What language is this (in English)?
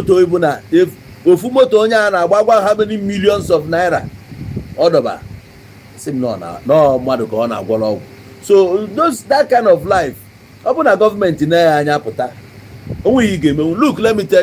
Igbo